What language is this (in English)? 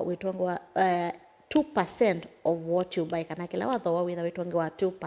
Kamba